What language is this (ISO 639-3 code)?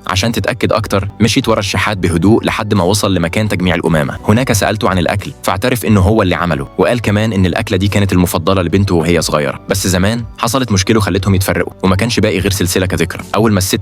arz